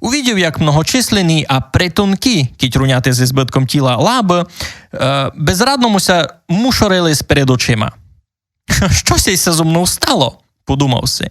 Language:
Rusyn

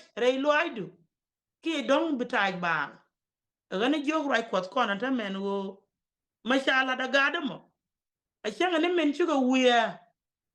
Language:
Nuer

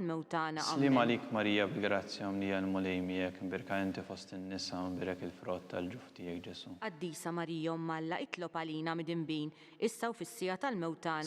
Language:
Maltese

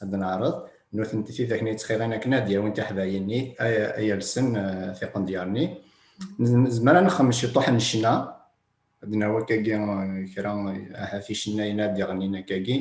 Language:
Kabyle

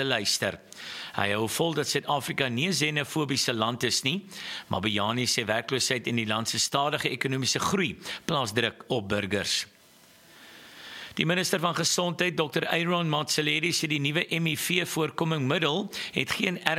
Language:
Afrikaans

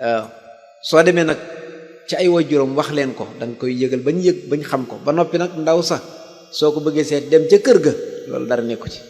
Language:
Wolof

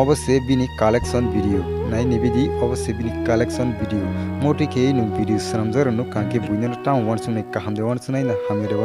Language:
Kok Borok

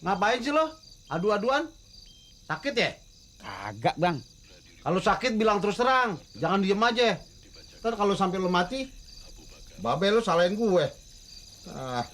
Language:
Betawi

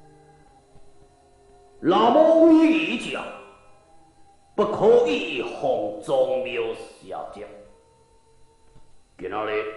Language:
Min Nan Chinese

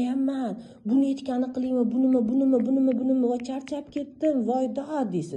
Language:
Uzbek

